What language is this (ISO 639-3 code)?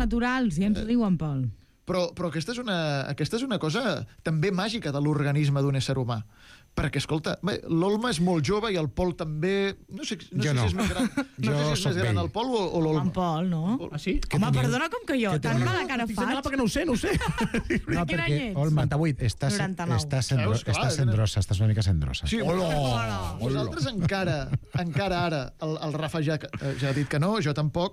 cat